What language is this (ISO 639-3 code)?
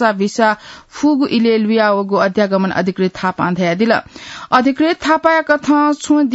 new